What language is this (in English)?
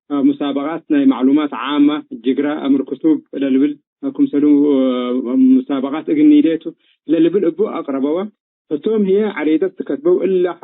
Tigre